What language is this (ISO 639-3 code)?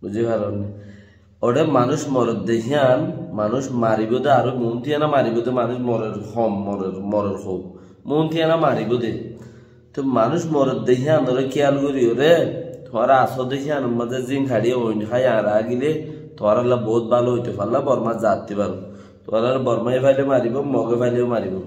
rhg